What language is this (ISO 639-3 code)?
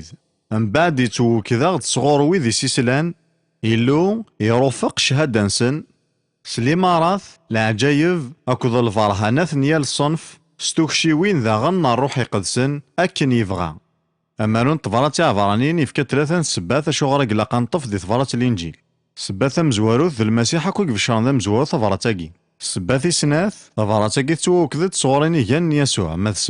kab